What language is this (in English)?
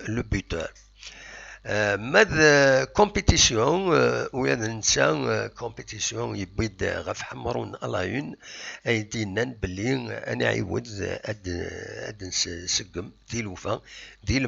Kabyle